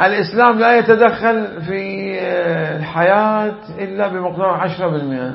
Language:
Mesopotamian Arabic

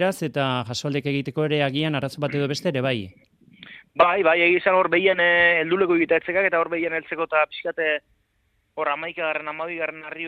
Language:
Basque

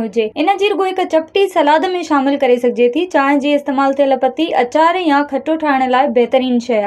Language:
Sindhi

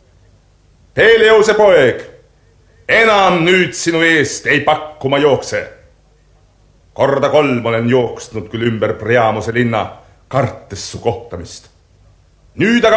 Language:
Estonian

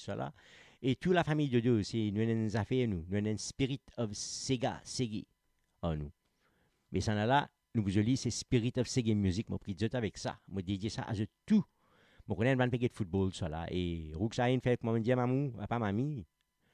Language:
Morisyen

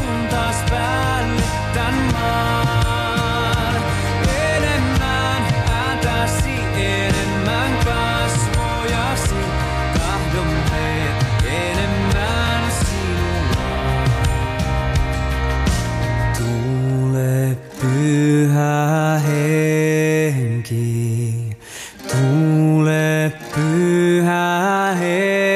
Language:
Finnish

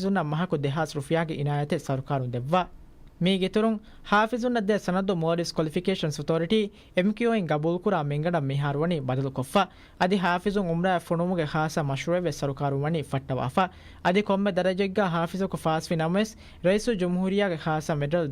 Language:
Divehi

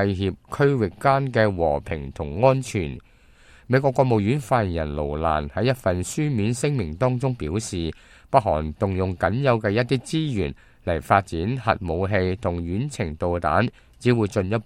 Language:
Cantonese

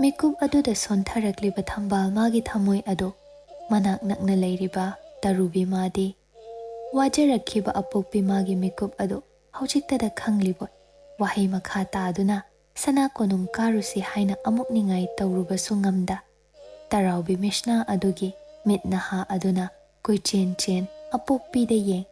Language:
Manipuri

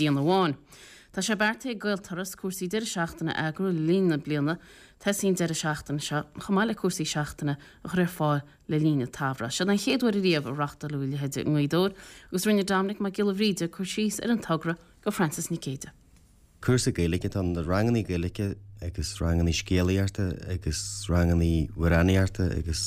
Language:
Irish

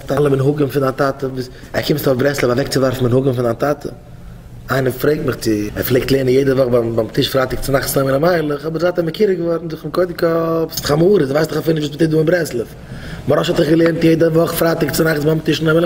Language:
Yiddish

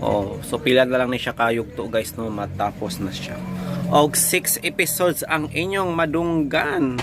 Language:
Cebuano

